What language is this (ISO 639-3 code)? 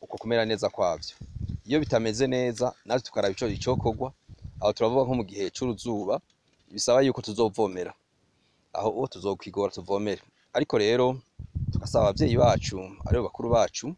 run